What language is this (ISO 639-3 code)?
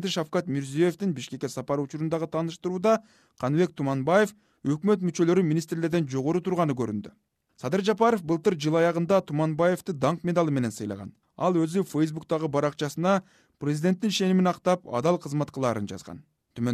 kir